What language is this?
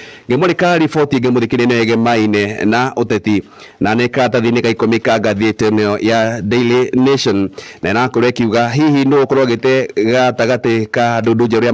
Kikuyu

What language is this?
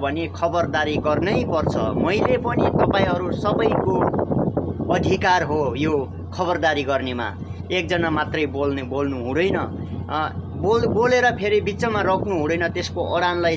Nepali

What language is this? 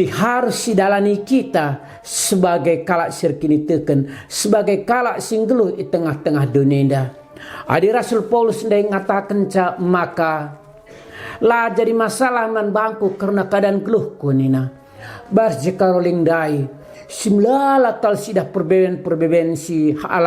Batak Karo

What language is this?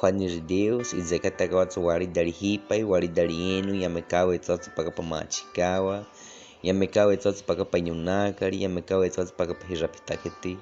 Baniwa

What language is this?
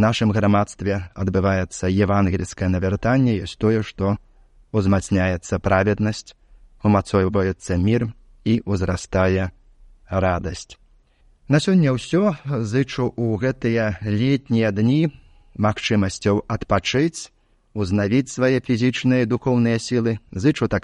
Belarusian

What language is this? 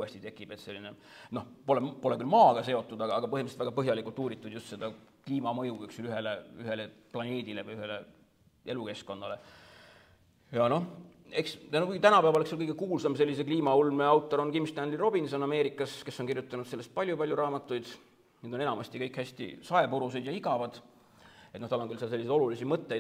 Estonian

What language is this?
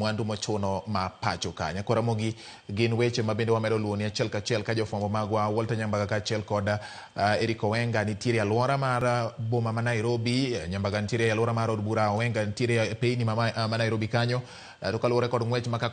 Luo (Kenya and Tanzania)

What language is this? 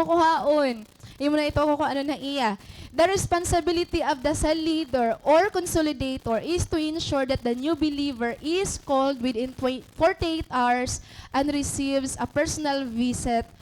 Waray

